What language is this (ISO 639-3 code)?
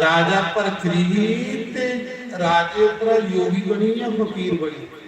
doi